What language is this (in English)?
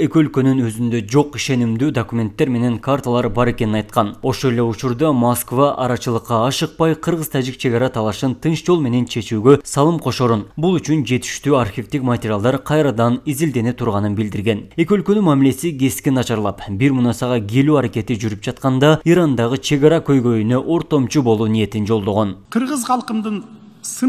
Kyrgyz